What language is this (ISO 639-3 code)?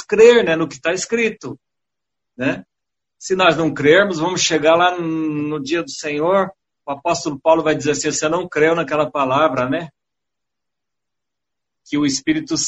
por